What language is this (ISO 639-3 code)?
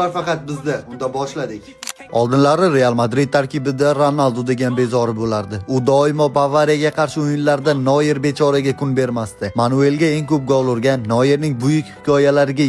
uzb